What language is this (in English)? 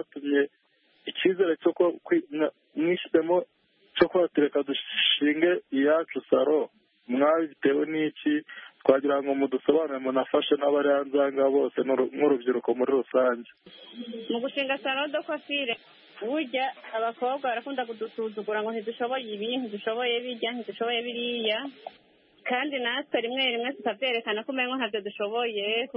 Kinyarwanda